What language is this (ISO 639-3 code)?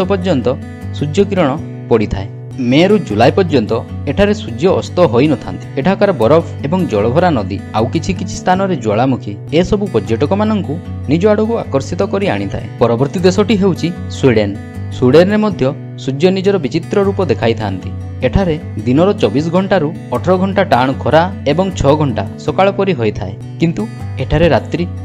ori